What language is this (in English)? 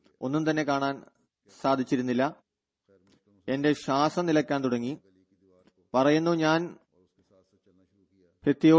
Malayalam